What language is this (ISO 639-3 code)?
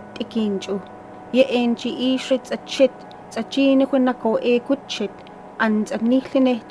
gwi